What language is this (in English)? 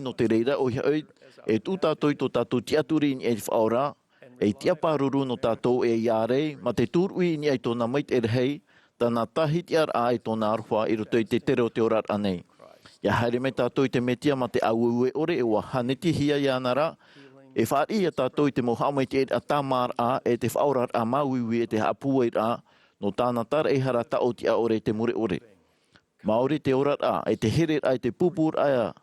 Tahitian